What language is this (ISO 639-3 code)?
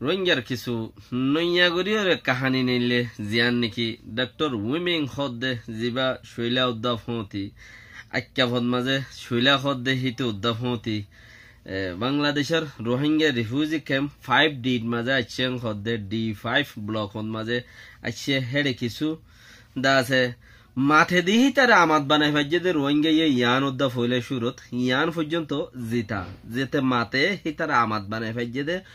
rhg